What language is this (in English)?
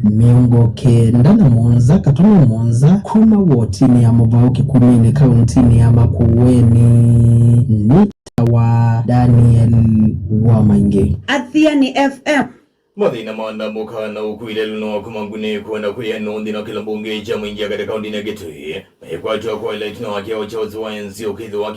Kamba